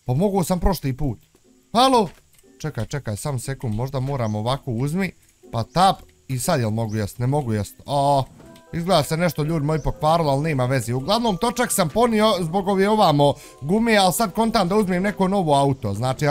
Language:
Bosnian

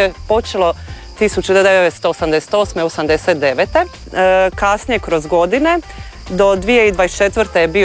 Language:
Croatian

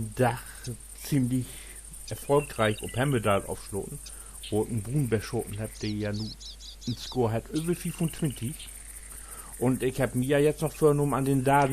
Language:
Low German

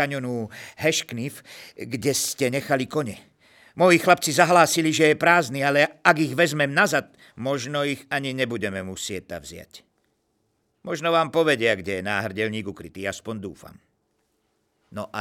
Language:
Slovak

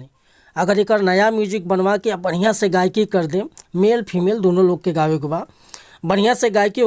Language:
Bhojpuri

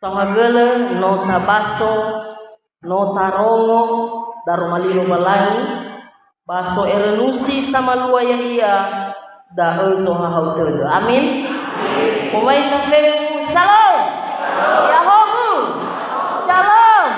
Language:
Nias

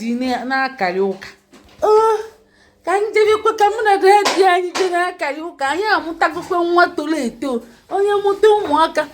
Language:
Igbo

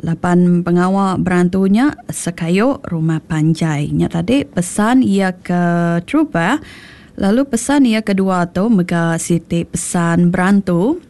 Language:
Iban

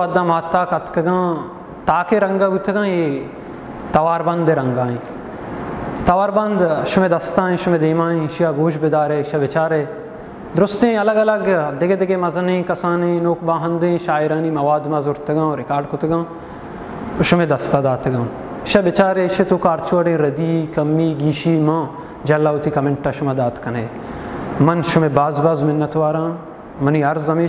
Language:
Baluchi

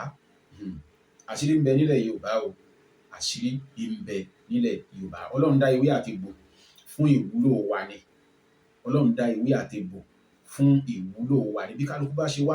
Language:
Yoruba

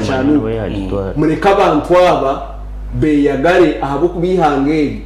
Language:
Nyankole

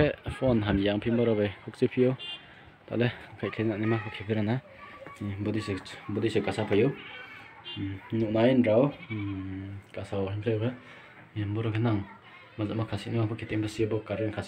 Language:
Riang (India)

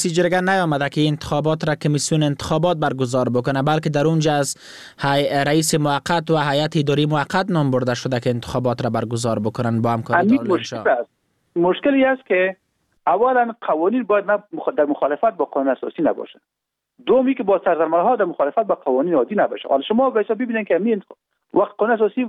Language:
Persian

